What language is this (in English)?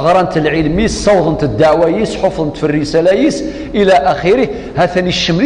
Kabyle